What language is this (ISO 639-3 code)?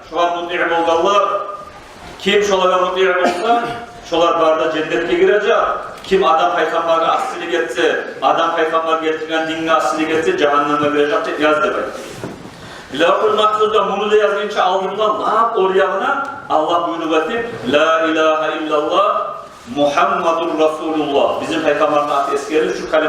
kum